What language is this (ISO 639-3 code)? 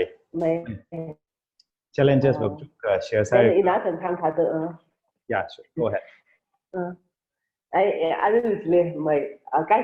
nmf